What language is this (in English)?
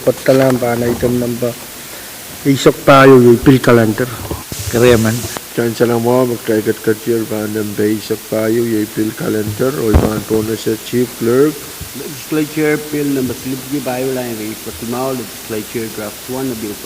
Pohnpeian